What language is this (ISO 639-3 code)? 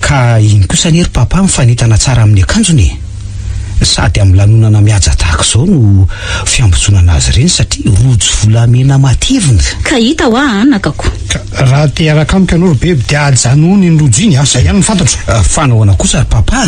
mlg